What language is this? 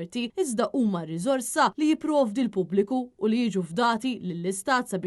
Maltese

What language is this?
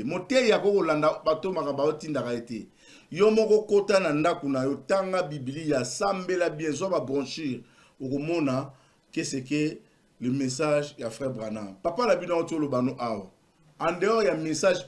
Lingala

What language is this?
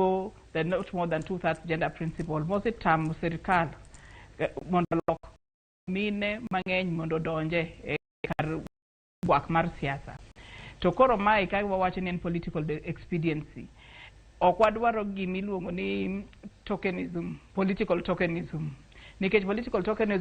Luo (Kenya and Tanzania)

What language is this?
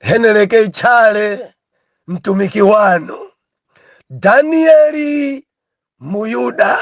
Nyanja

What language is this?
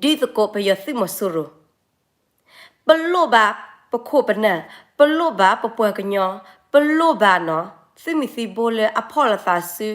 S'gaw Karen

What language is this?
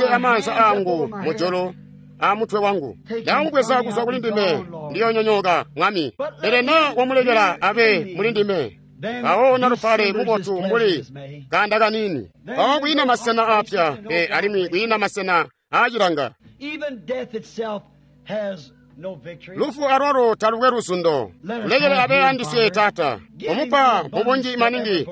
Tonga (Zambia)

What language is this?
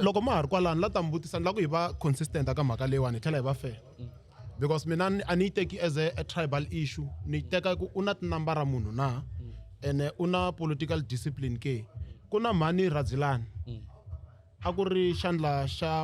Tsonga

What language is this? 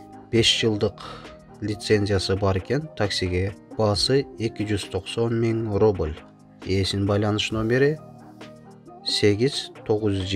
Kyrgyz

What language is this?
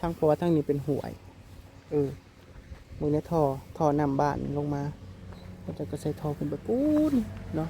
Northeastern Thai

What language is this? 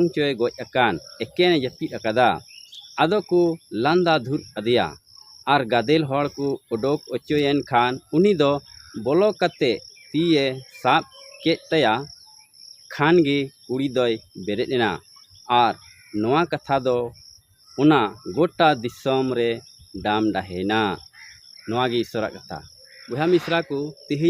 Santali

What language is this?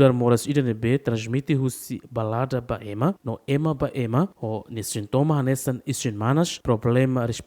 Tetum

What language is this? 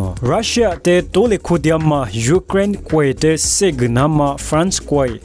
Lisu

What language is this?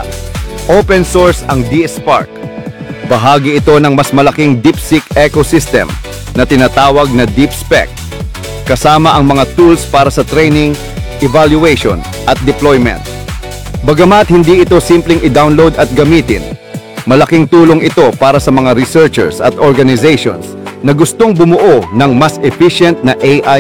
Filipino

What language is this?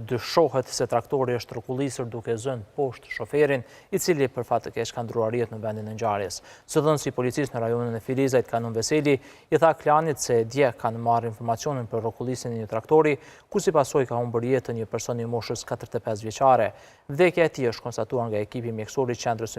Albanian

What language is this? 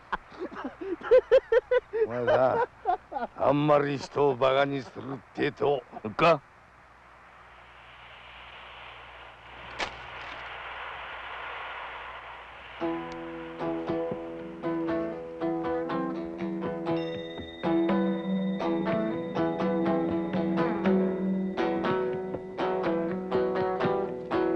Japanese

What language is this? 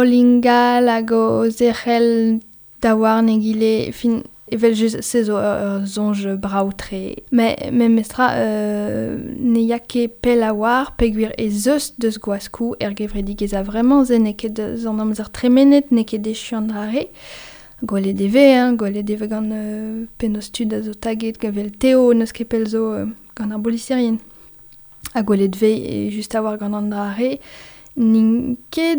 Breton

